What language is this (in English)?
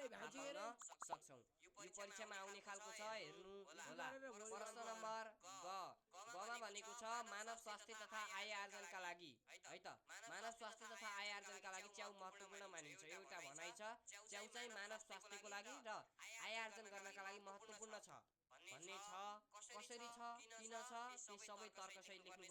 Nepali